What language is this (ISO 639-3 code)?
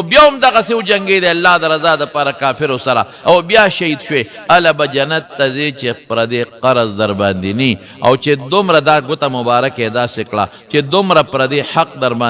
pus